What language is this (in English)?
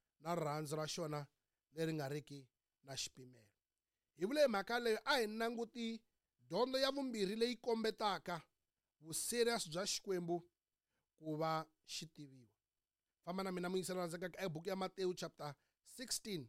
Tsonga